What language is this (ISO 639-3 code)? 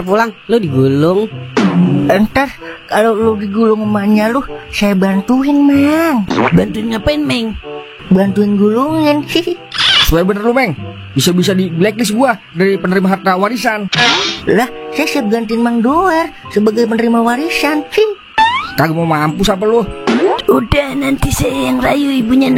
bew